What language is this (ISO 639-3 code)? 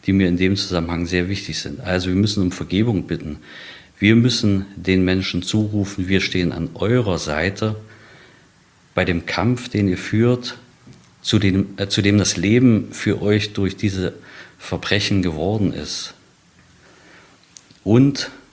deu